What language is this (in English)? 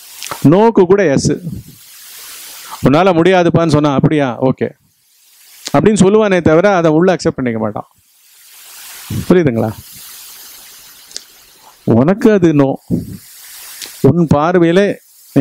Tamil